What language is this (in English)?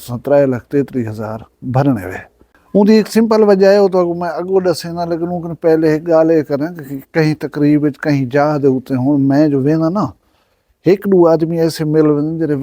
Saraiki